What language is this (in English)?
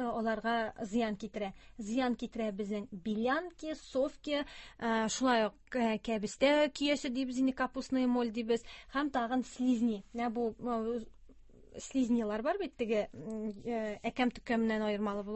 Tatar